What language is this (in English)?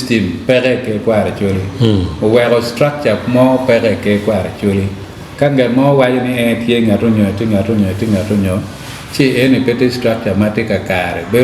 Acoli